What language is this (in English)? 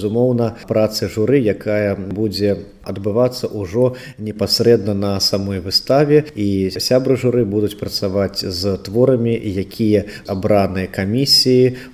Belarusian